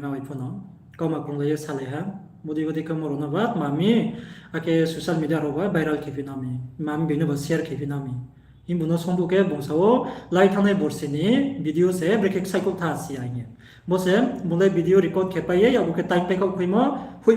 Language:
Riang (India)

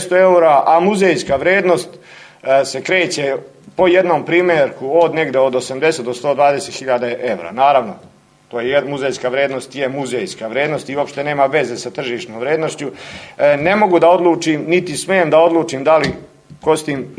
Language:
Serbian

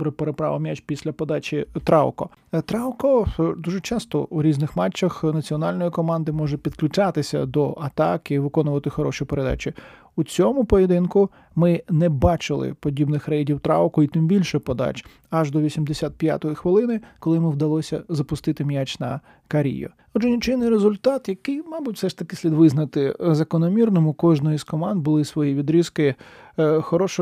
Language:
Ukrainian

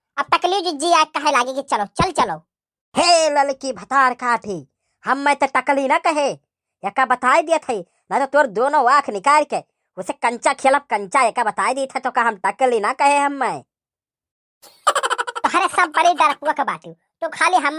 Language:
Awadhi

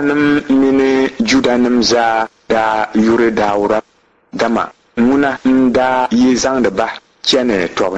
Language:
Dagbani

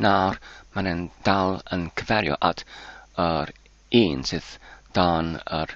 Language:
Welsh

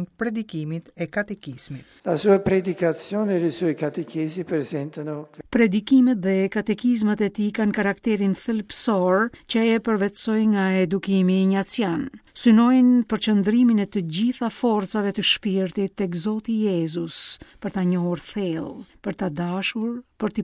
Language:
Albanian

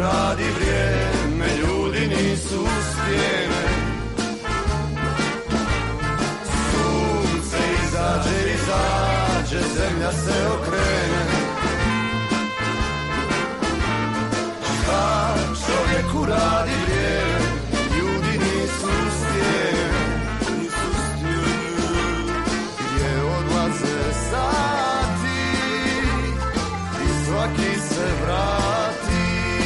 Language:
Serbian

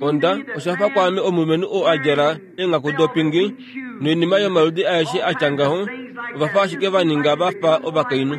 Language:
Kuanyama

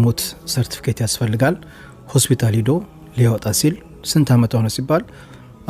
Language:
Amharic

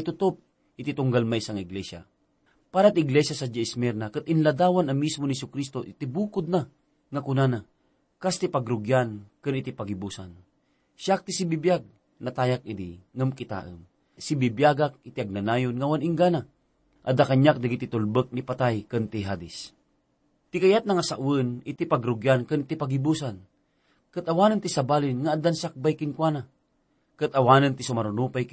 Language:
Iloko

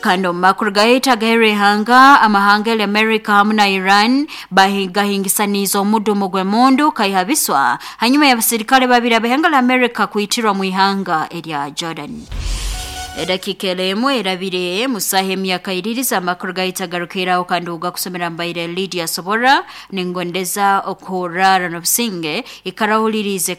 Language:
Nyankole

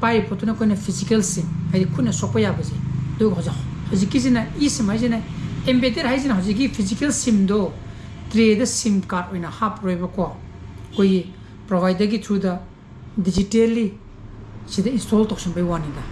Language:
Manipuri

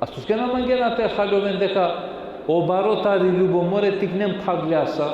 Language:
Balkan Romani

